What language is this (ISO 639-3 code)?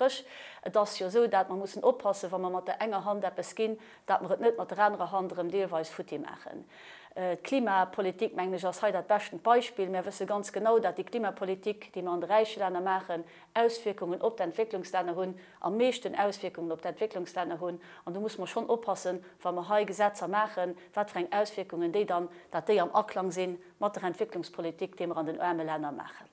ltz